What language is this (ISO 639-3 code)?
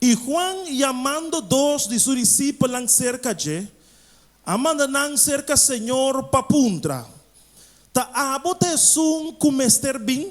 pap